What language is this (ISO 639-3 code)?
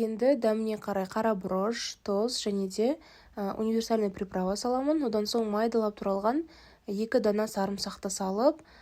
kaz